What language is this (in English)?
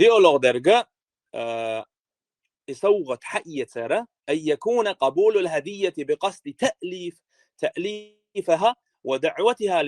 Chechen